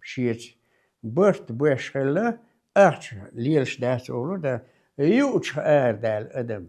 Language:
Chechen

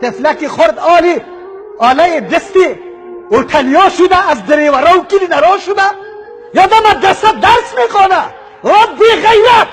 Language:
Persian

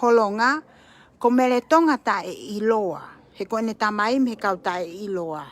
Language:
Tongan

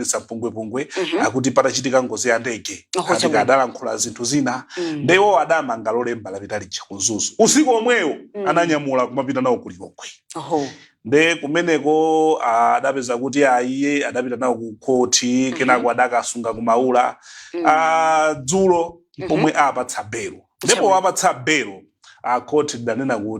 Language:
Nyanja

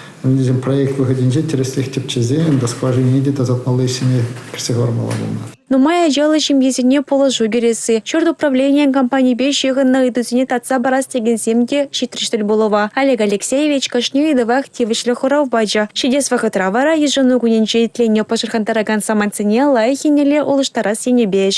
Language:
Chuvash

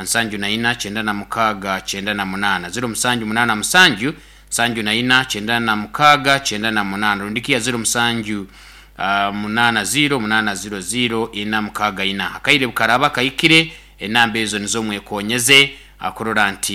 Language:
Nyoro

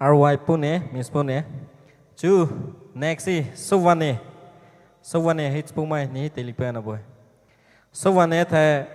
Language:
Poumei Naga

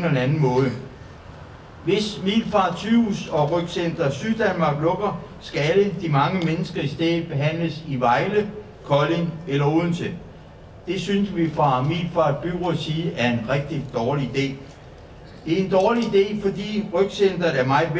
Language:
Danish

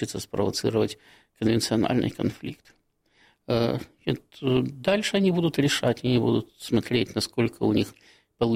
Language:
Russian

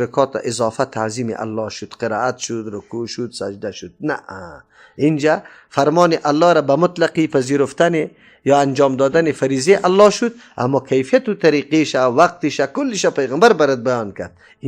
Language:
Persian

